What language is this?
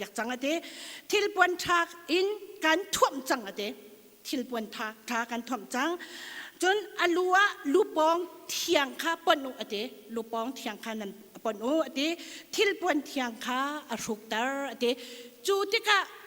Hakha Chin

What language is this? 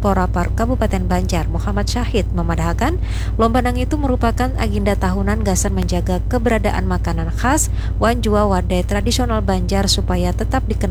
Banjar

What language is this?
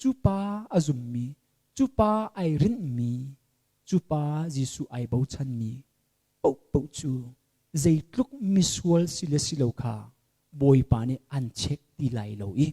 Hakha Chin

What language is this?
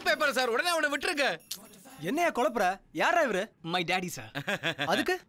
Tamil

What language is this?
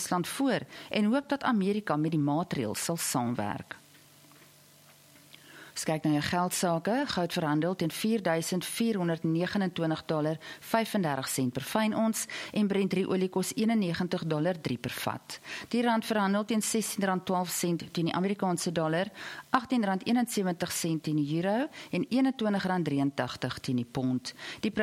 Afrikaans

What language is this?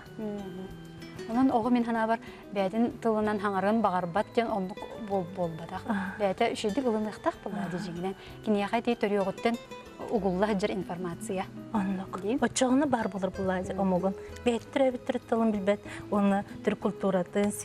Yakut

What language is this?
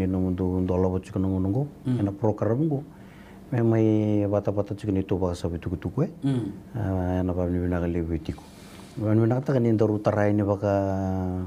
Fijian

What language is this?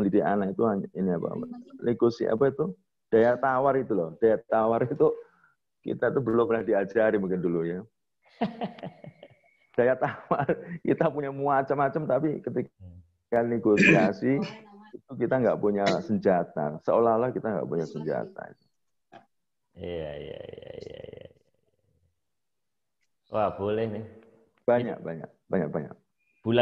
Indonesian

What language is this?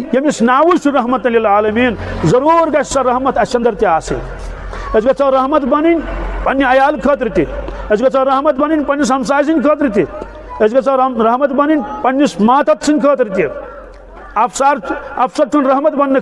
Kashmiri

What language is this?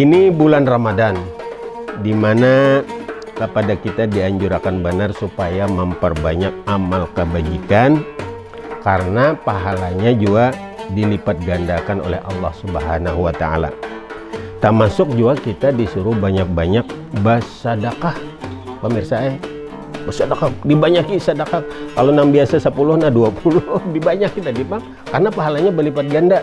Banjar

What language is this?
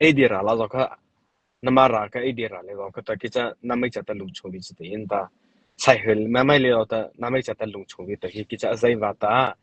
Mara Chin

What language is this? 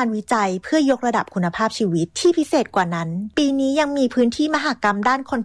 Thai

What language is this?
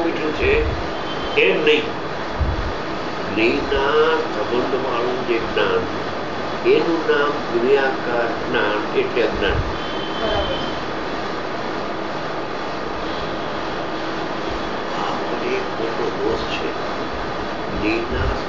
Gujarati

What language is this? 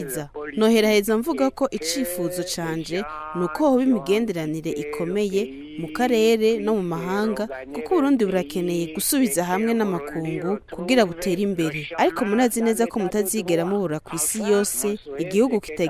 Rundi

